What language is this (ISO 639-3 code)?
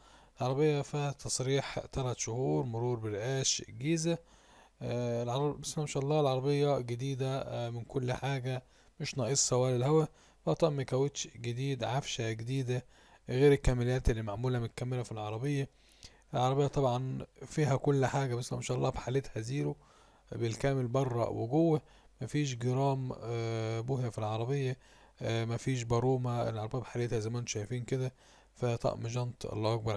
arz